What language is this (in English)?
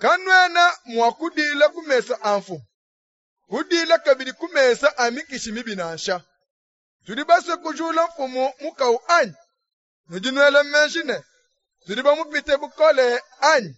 Luba-Lulua